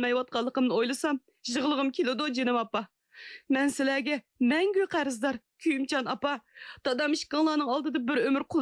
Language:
Uyghur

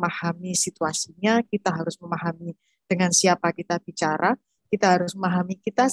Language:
Indonesian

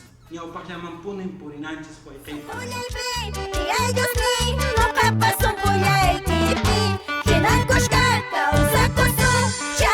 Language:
Quechua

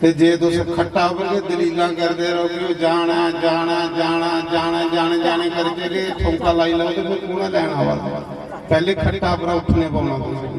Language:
Dogri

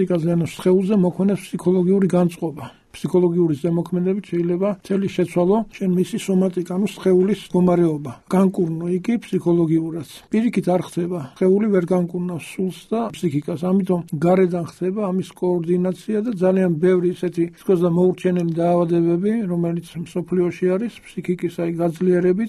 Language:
Georgian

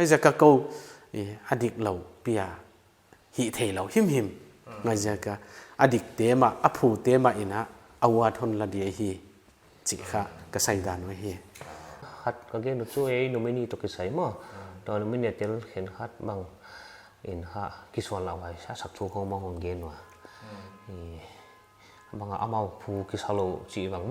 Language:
Paite Chin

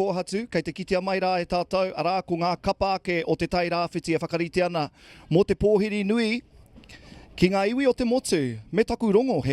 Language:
Māori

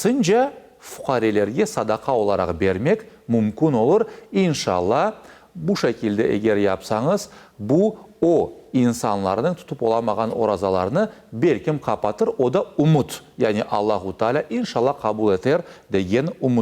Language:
Crimean Tatar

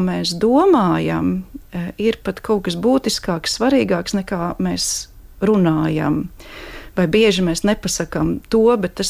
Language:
Latvian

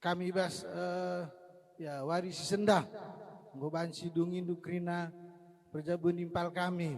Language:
Batak Karo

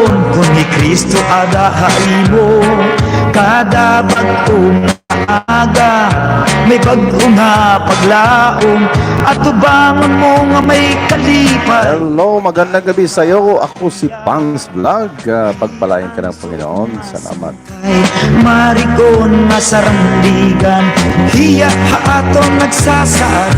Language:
Waray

